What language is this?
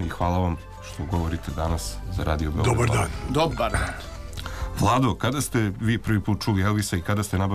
Serbian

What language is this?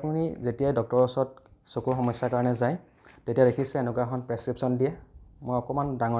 Assamese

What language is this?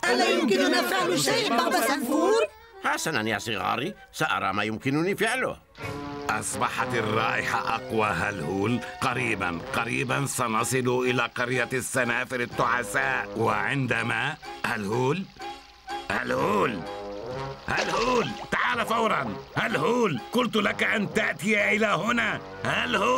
Arabic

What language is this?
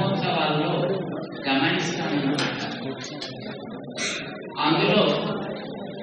Telugu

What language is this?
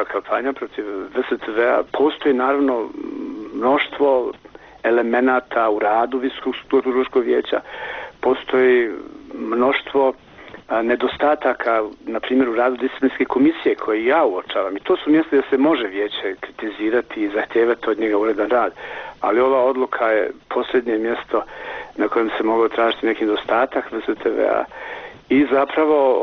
Bosnian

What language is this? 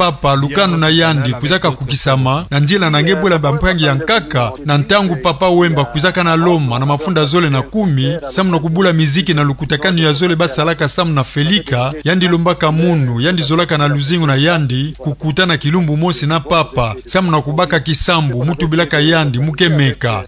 Kituba (Democratic Republic of Congo)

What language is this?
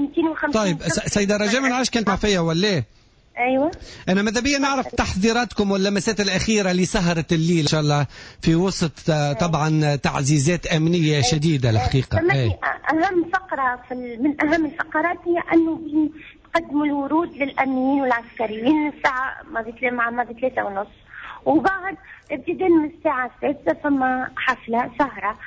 Tunisian Arabic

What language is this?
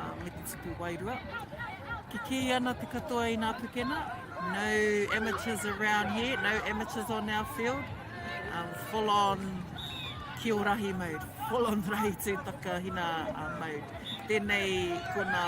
Māori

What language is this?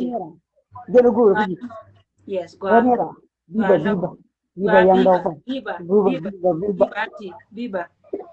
Nuer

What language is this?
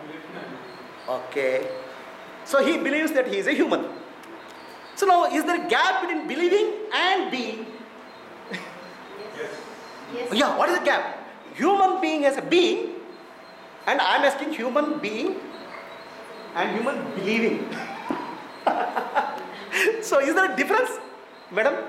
English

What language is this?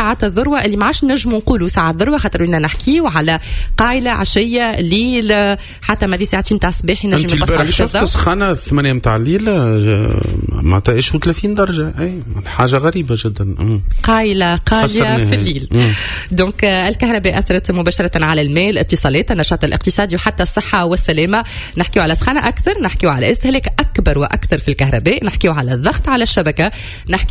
Tunisian Arabic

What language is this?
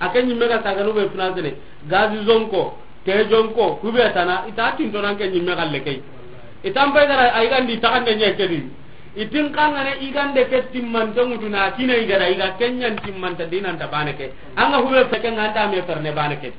Soninke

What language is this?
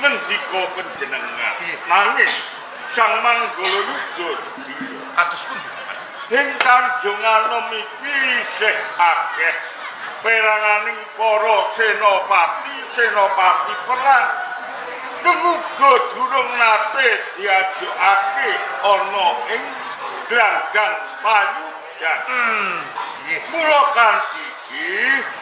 Javanese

